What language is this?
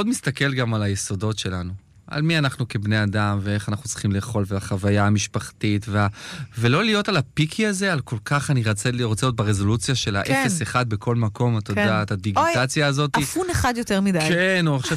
Hebrew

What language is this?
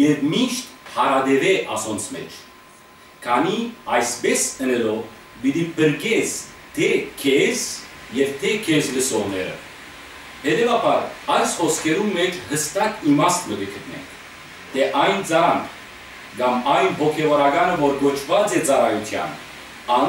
Western Armenian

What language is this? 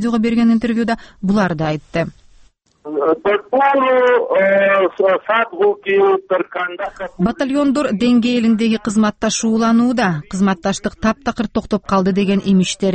Kyrgyz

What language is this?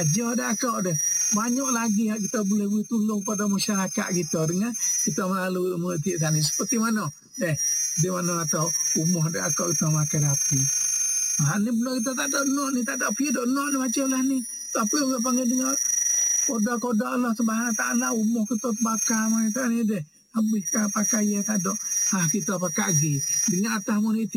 Malay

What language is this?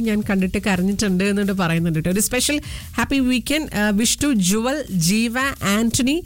Malayalam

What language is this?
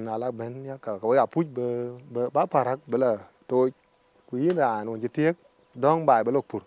Dinka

